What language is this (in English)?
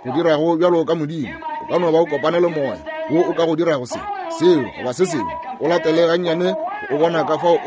Northern Sotho